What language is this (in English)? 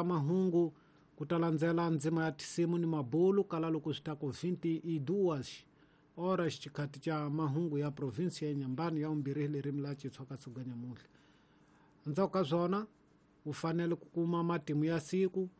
Tsonga